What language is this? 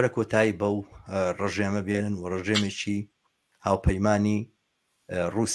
Central Kurdish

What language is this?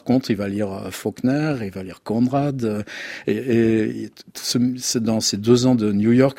French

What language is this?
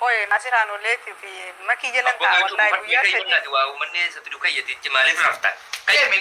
Oromo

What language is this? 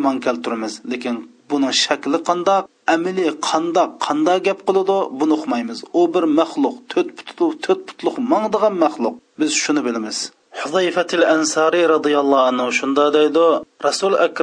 Uyghur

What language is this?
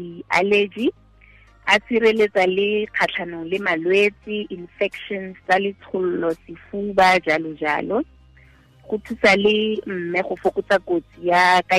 Tswana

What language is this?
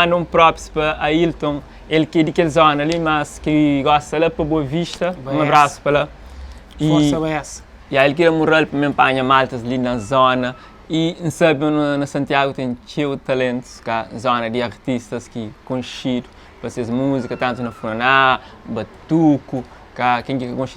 Kabuverdianu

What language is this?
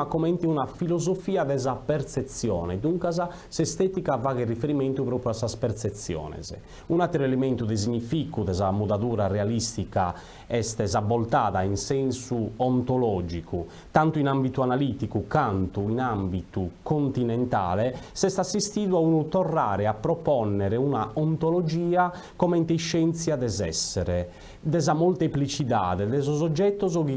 Sardinian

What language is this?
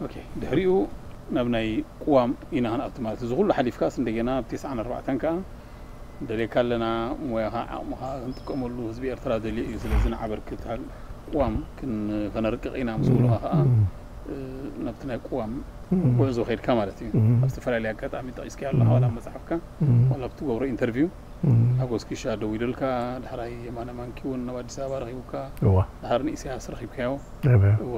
Tigrinya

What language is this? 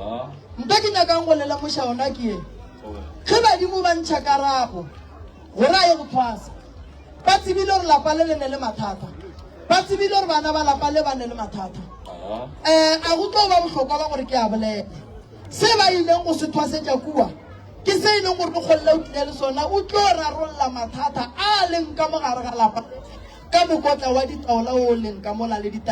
Northern Sotho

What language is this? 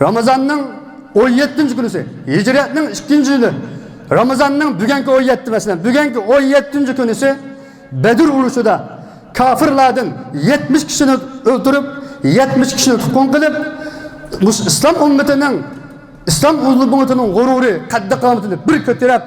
Uyghur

